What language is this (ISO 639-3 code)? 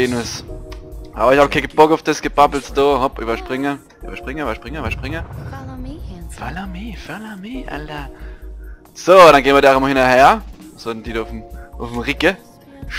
pfl